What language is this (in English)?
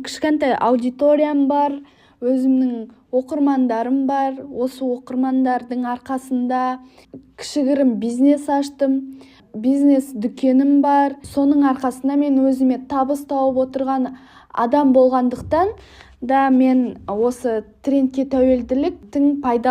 Kazakh